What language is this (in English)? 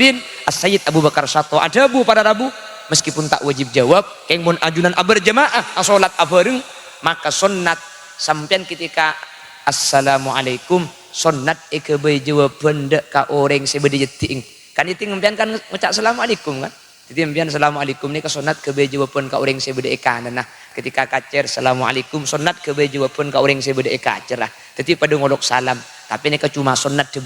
Madurese